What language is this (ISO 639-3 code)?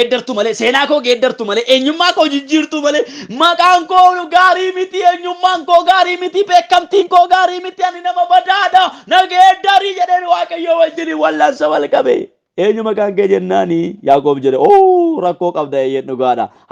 orm